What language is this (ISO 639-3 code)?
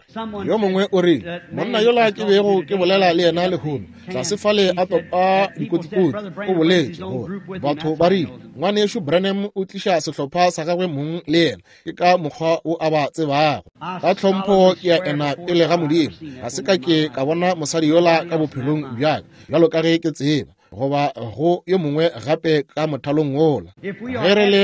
nso